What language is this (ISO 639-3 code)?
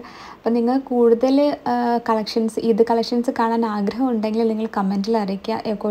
mal